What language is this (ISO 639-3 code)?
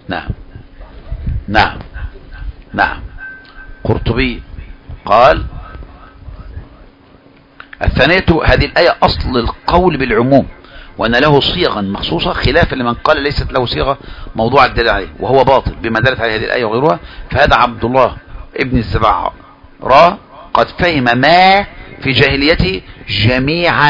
ara